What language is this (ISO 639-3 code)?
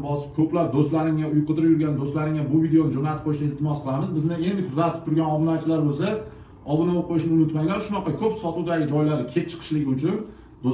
uzb